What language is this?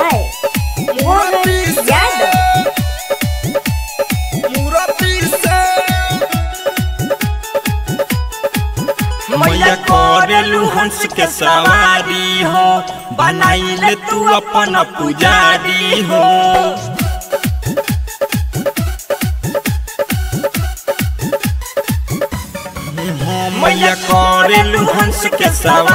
Bhojpuri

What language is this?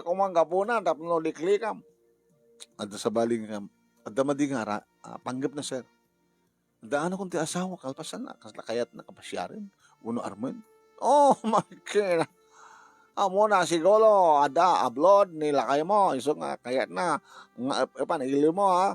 Iloko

